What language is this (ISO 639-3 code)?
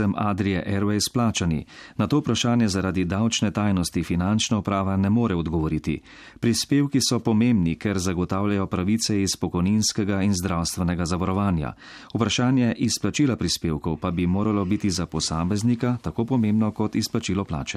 slv